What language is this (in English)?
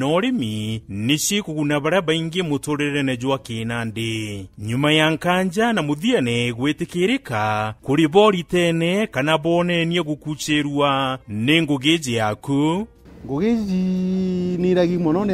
Meru